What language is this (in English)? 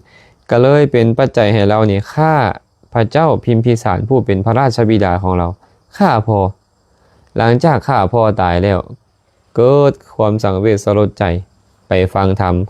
Lao